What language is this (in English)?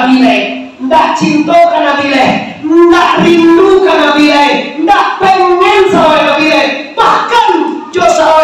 Minangkabau